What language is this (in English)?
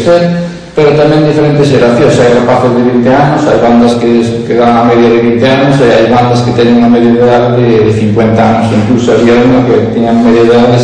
Galician